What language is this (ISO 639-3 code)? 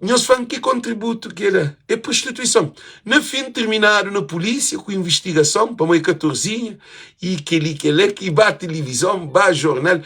kea